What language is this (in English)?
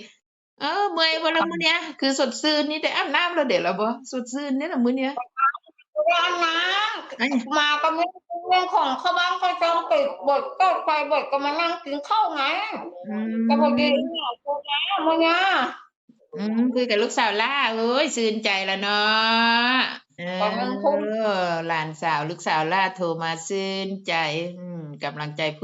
Northeastern Thai